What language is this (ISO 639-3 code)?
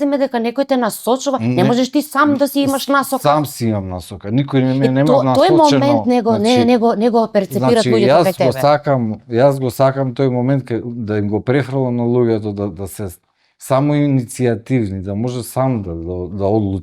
mkd